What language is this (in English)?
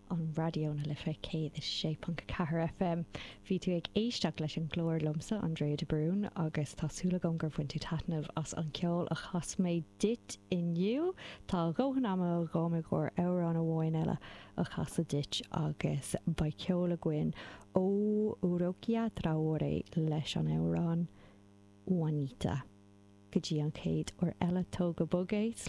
Irish